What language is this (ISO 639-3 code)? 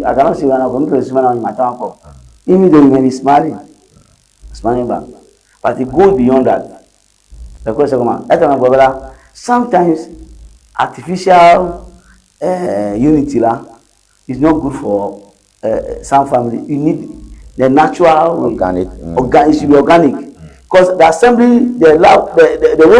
ewe